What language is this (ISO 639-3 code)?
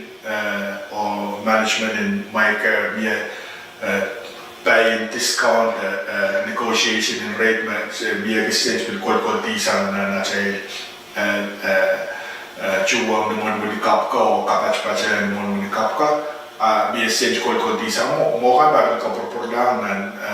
pon